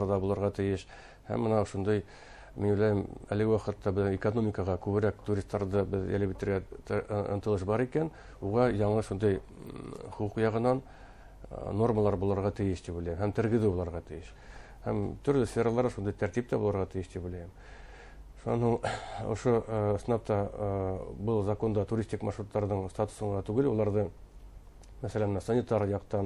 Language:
Bashkir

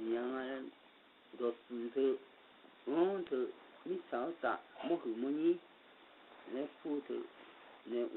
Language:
Akha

